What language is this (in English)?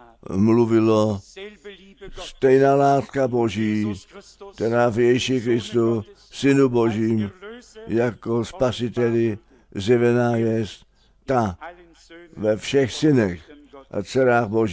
Czech